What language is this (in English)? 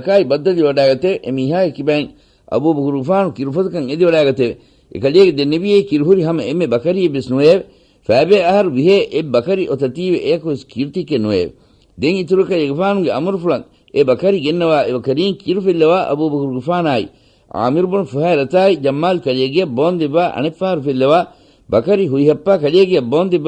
Divehi